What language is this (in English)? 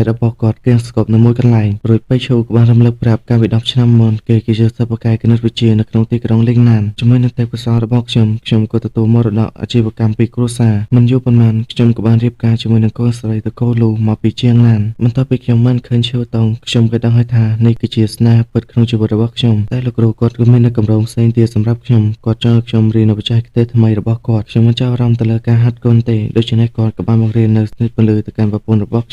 Khmer